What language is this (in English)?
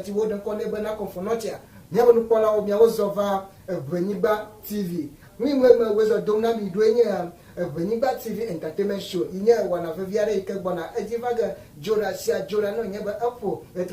Ewe